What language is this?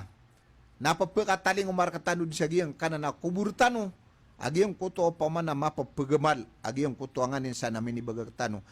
Maranao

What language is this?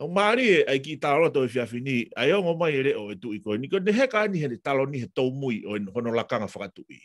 Tongan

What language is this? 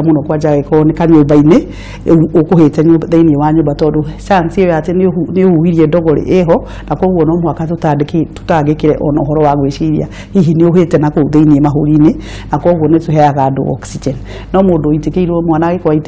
Kikuyu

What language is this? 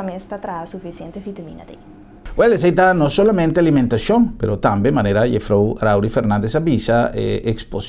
Papiamento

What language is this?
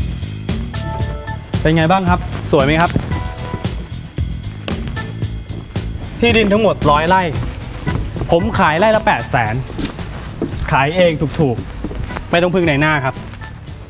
Thai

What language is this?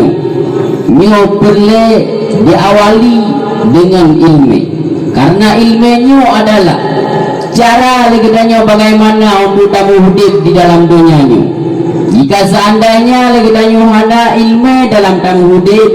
Achinese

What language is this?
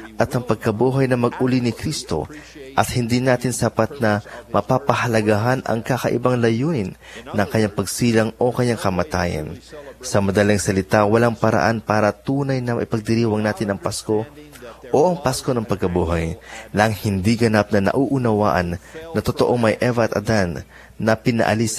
Filipino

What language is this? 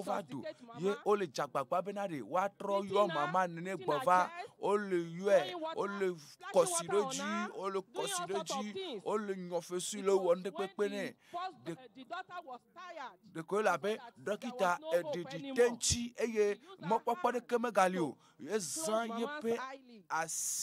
Ewe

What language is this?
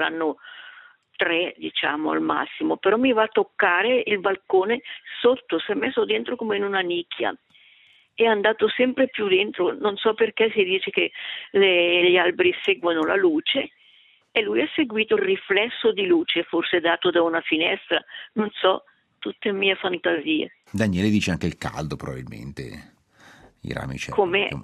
Italian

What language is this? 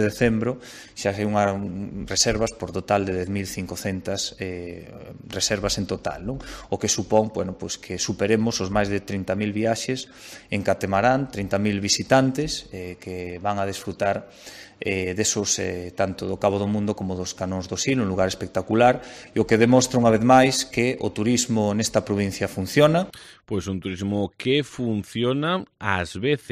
Galician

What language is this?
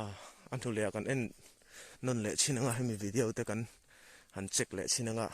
Mizo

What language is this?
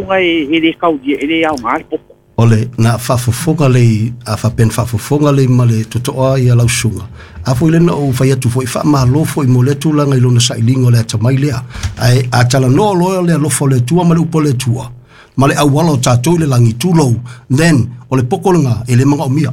Samoan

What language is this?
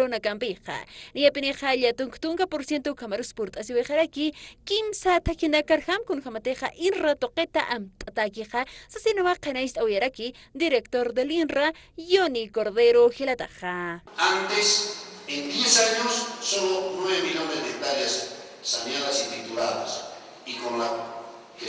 Aymara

